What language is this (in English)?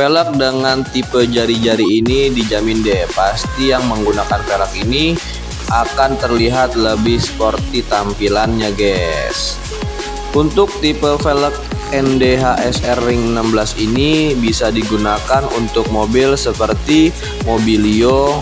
Indonesian